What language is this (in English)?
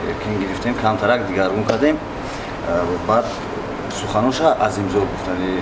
Tajik